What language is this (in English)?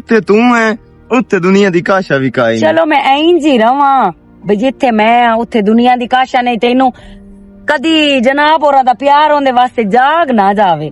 Western Panjabi